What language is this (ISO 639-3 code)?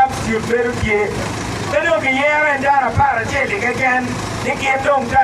ach